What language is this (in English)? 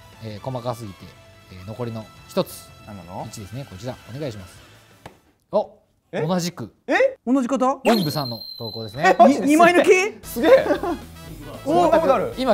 Japanese